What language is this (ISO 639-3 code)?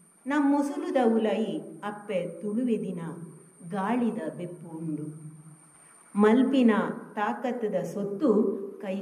tcy